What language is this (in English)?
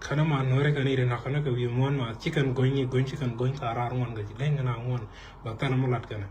Nuer